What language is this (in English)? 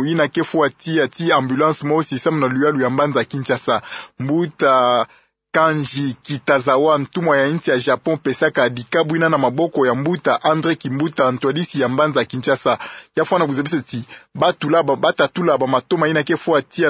Kituba (Democratic Republic of Congo)